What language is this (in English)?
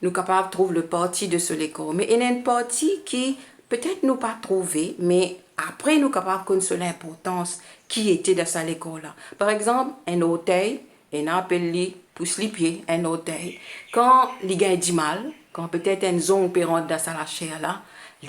Morisyen